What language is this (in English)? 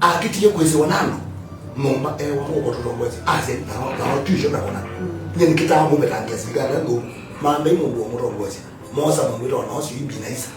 Kamba